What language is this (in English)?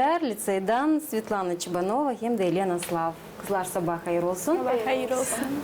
Gagauz